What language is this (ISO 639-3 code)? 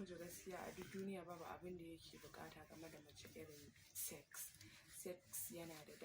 hau